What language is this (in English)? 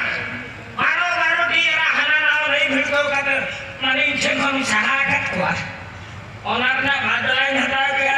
Santali